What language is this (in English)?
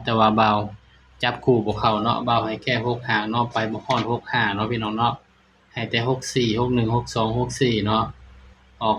Northeastern Thai